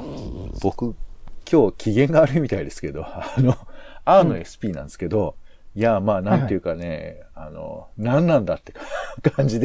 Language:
Japanese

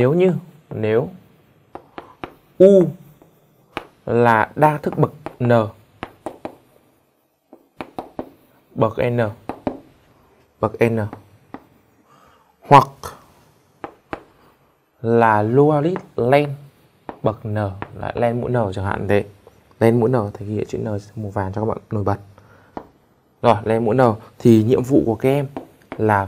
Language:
Vietnamese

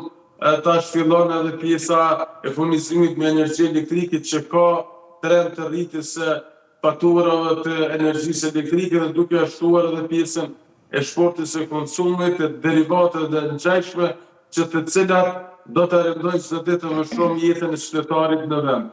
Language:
Albanian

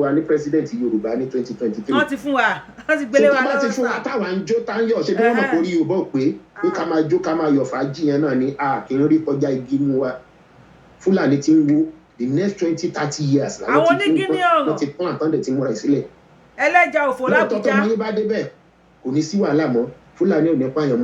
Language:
Yoruba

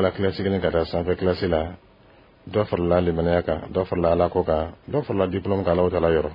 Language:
Dyula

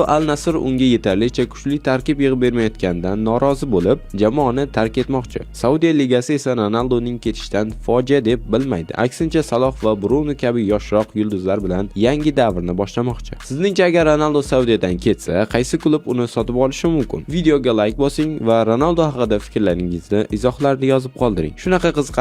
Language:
Uzbek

